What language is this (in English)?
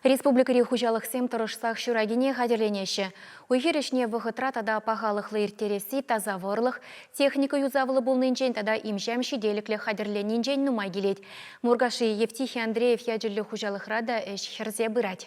Chuvash